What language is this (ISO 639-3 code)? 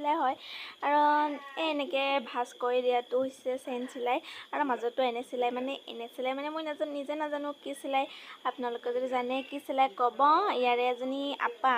asm